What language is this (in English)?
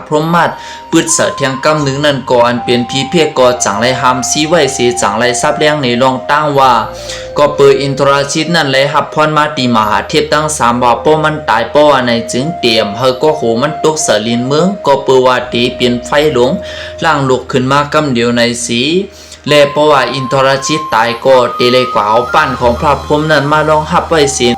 Shan